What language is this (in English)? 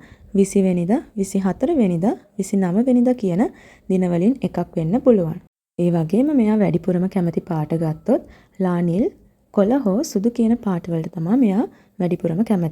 Sinhala